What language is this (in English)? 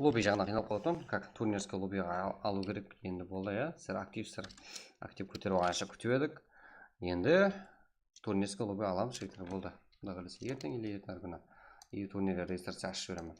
Kara-Kalpak